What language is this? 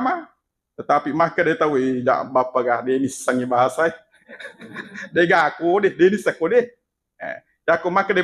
Buginese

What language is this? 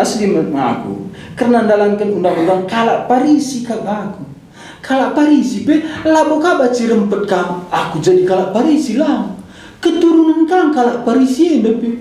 Batak Karo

